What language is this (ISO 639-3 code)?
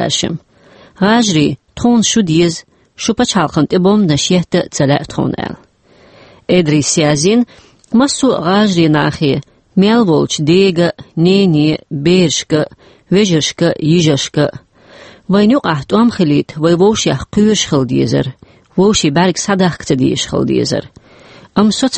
che